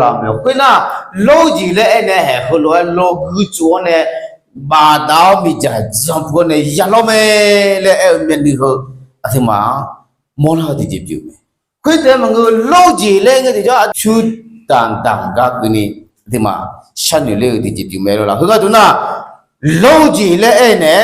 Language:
Akha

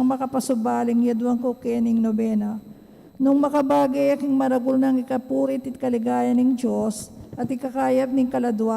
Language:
Pampanga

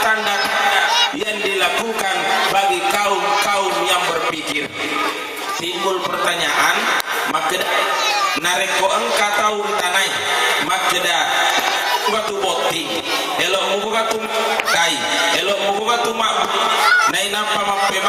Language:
Buginese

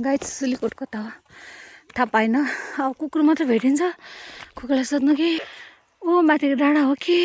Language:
Nepali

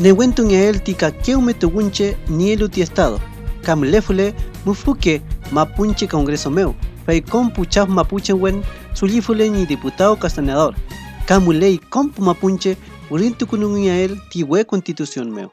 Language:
Mapuche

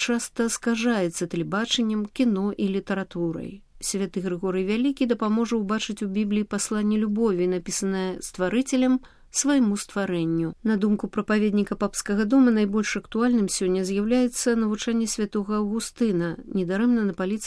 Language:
Belarusian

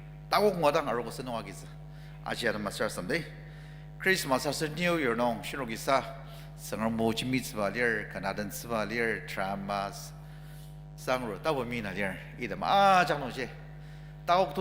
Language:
Ao Naga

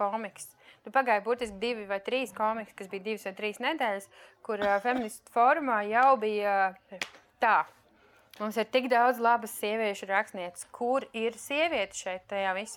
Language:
Latvian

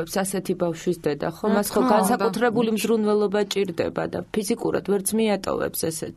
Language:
Georgian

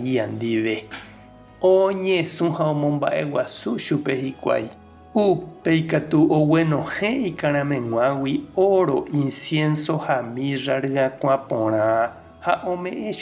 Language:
Guarani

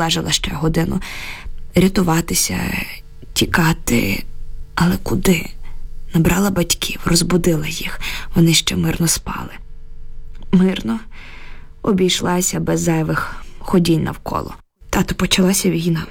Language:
Ukrainian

